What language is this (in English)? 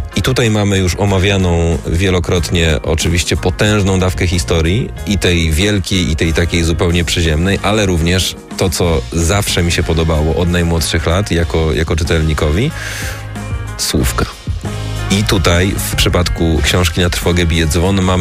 Polish